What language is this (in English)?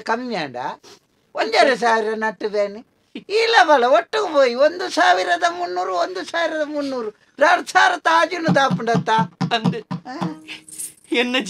Tulu